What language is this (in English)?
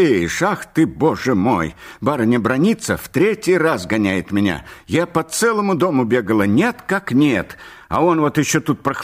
Russian